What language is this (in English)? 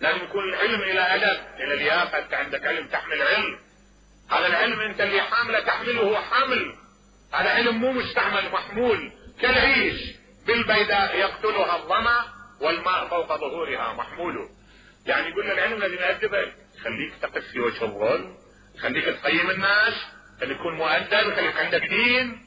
Mesopotamian Arabic